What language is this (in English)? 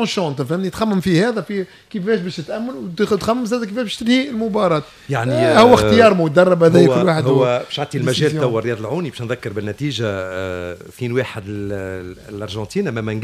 Tunisian Arabic